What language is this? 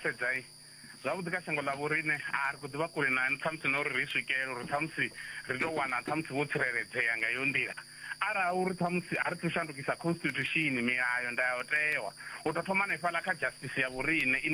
Venda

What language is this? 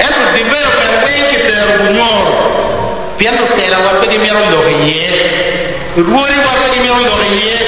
Acoli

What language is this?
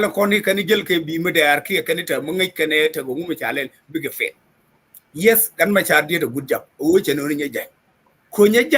Nuer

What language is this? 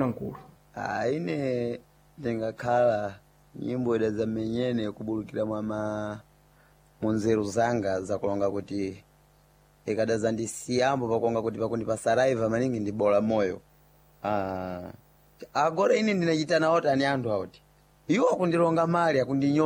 Sena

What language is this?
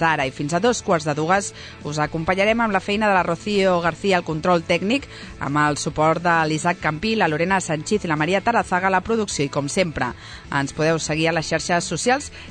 Catalan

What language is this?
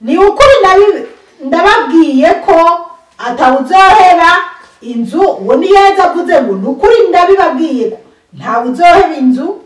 Rundi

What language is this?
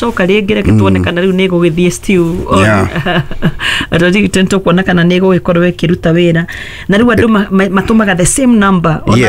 Kikuyu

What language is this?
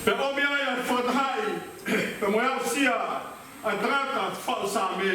Tongan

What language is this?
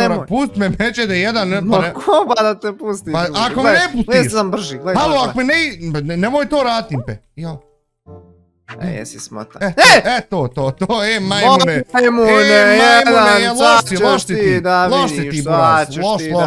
Bosnian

